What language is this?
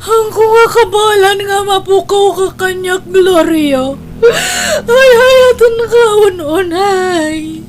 Iloko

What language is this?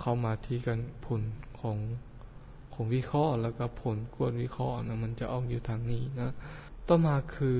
Lao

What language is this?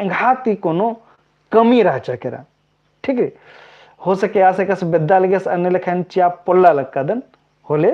Kurukh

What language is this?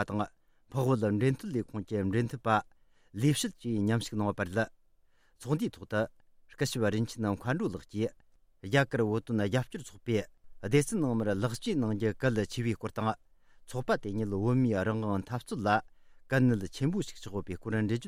Tibetan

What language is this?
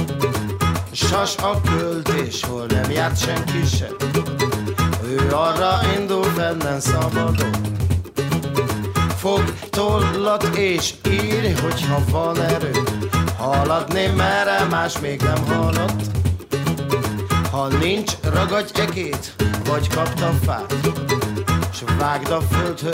Hungarian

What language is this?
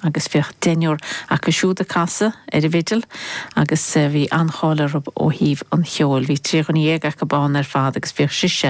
Irish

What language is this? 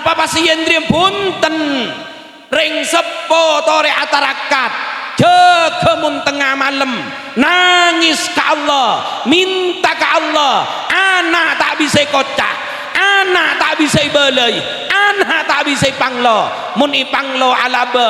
Madurese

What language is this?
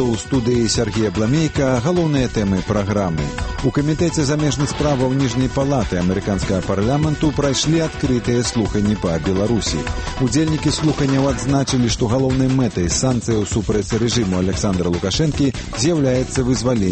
Belarusian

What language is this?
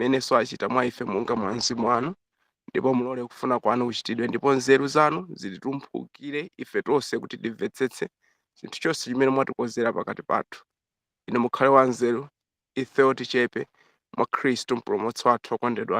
Nyanja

